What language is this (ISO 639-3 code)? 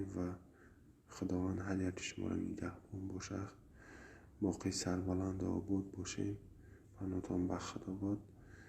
tgk